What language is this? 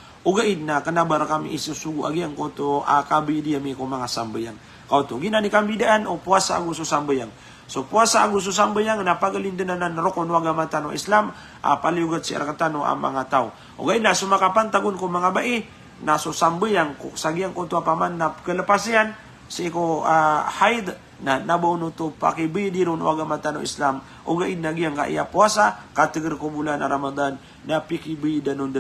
Maranao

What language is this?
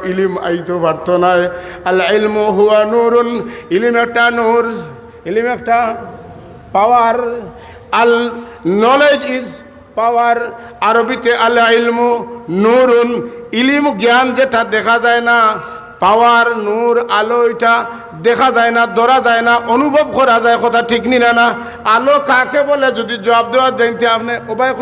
Sylheti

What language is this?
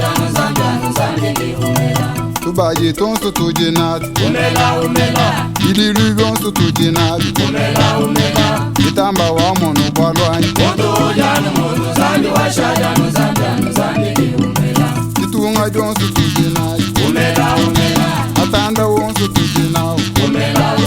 Luba-Lulua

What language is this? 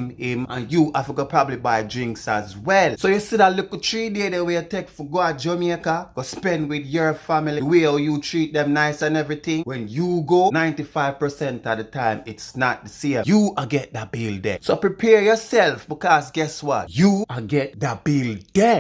Jamaican Creole English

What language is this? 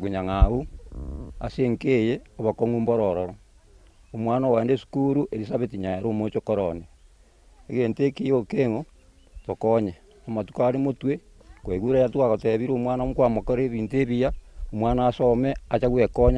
Gusii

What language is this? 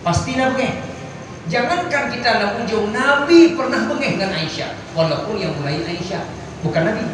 Achinese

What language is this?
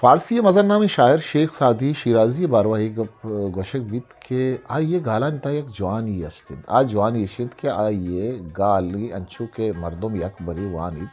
Eastern Balochi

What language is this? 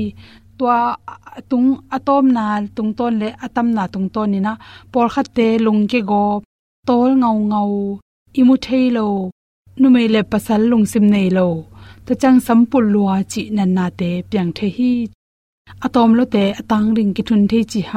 Tedim Chin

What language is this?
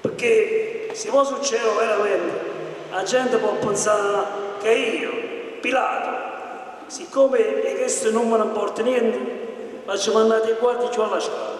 Neapolitan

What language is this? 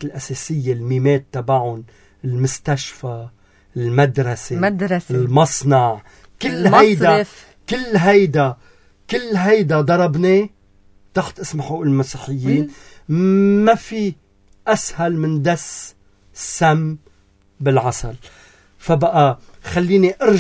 North Levantine Arabic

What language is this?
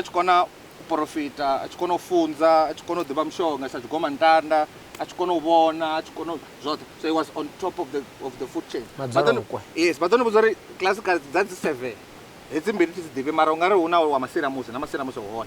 Venda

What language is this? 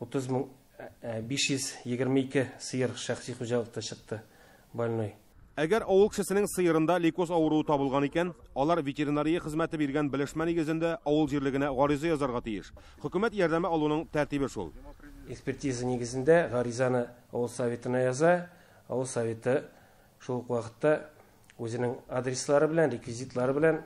Tatar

